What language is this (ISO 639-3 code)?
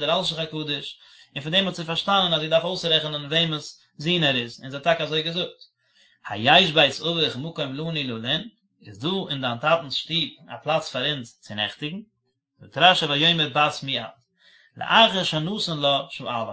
yid